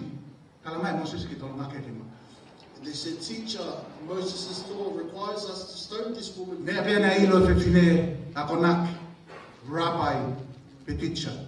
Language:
Tongan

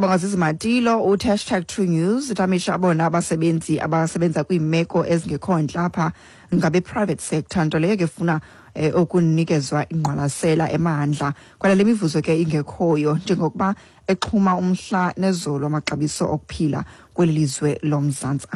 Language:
Xhosa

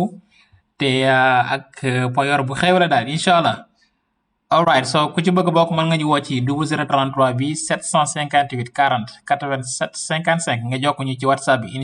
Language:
Wolof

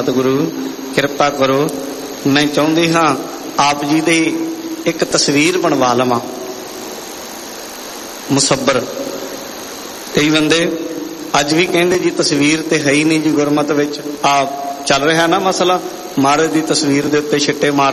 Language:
Punjabi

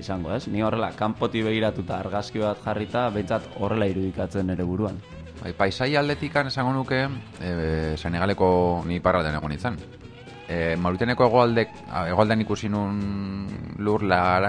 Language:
Basque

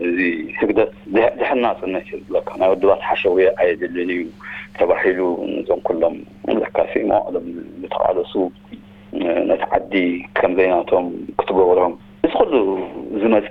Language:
Tigrinya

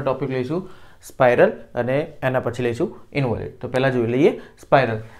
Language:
Gujarati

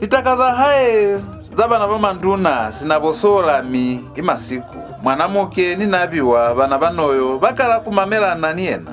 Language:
Lozi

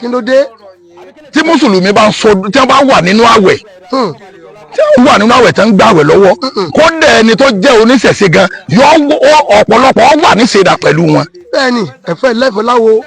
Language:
Yoruba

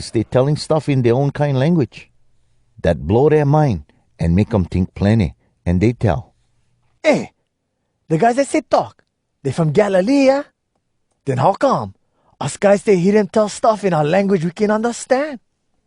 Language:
Hawai'i Creole English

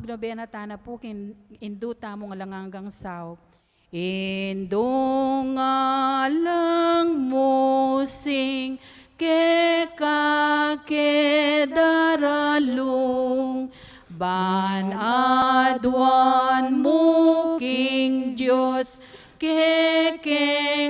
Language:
Pampanga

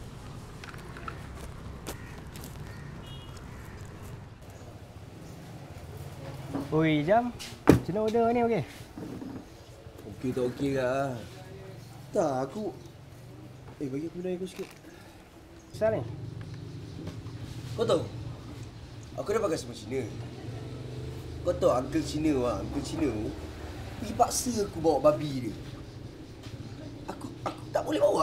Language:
Malay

